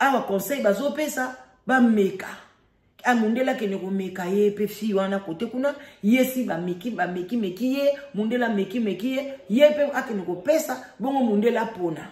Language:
Lingala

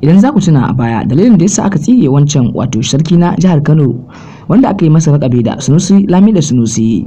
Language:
Hausa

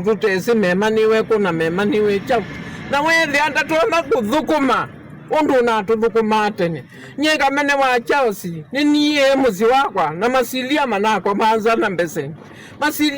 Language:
Kamba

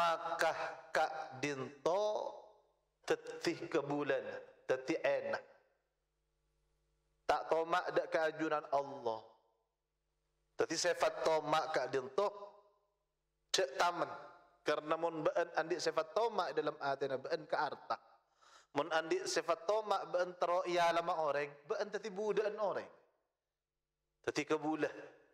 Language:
Madurese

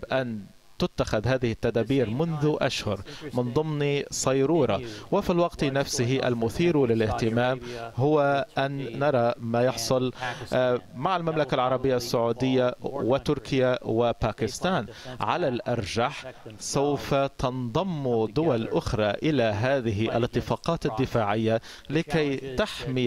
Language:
Arabic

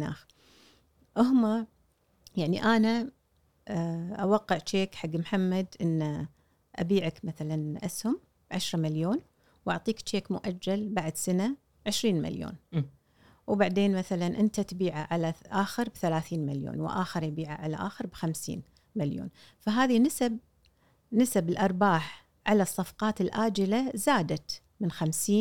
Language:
Gulf Arabic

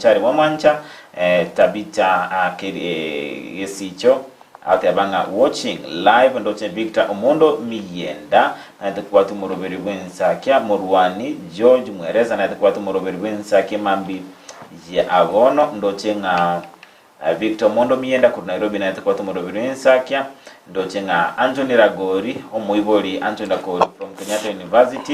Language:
Gusii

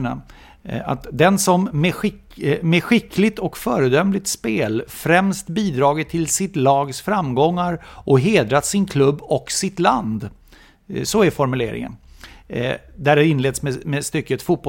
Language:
Swedish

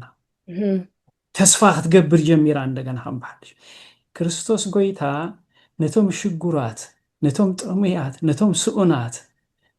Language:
Tigrinya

